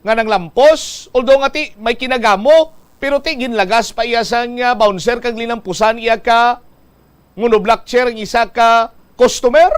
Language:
Hiligaynon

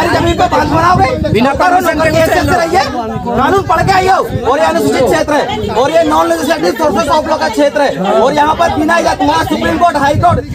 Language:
Santali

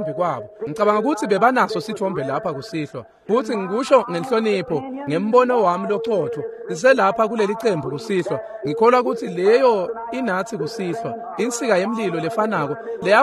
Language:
Swati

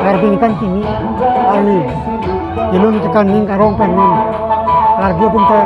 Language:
Karbi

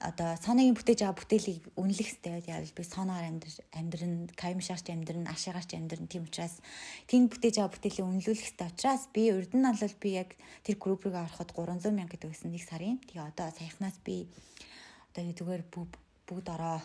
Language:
Mongolian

